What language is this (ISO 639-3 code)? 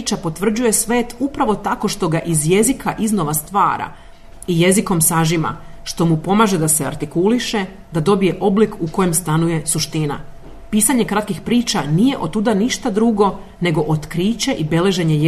srp